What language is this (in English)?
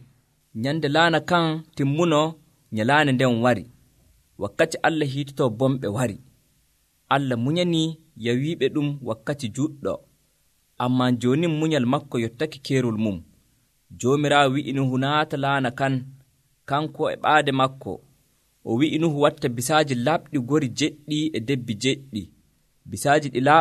Nigerian Fulfulde